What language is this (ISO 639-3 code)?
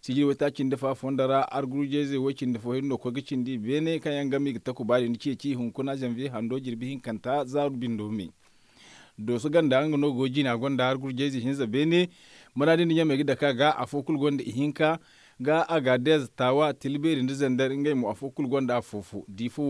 dje